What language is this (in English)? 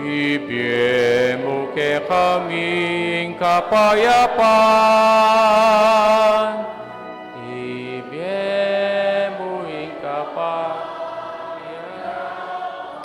Pampanga